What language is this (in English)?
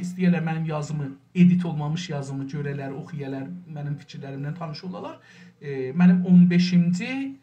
South Azerbaijani